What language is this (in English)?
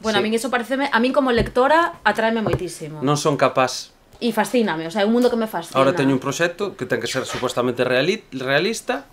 Galician